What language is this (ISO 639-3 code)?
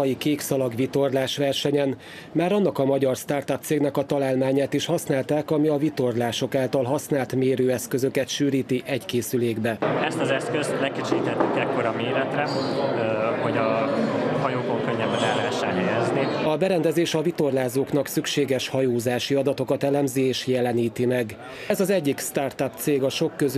hun